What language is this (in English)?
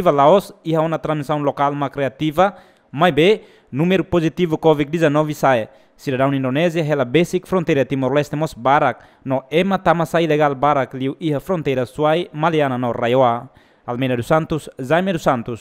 Tetum